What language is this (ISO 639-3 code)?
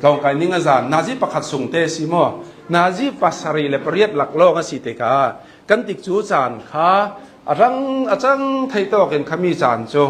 cnh